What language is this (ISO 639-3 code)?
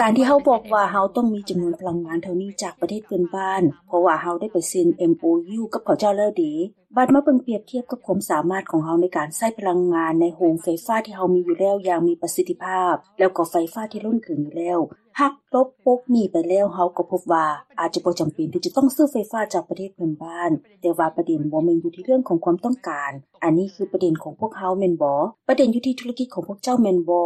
lao